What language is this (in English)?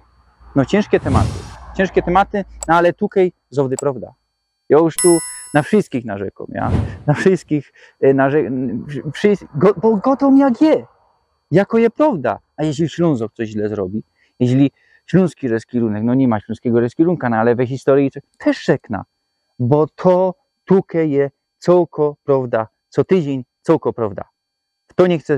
Silesian